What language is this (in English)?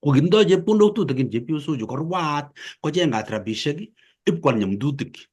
Kalenjin